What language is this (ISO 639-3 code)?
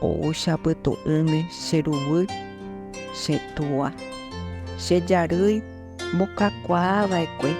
grn